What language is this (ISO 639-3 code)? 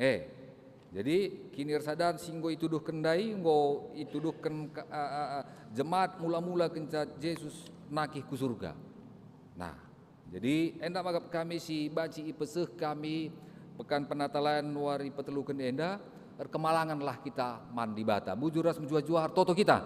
btx